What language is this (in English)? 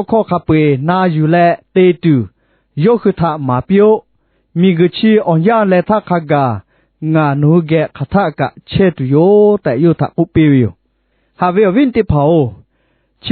Lahu